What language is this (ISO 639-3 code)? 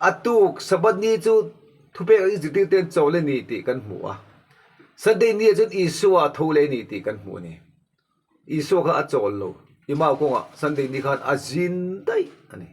lus